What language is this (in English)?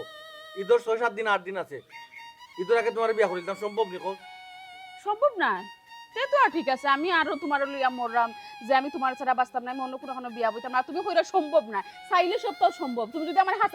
Sylheti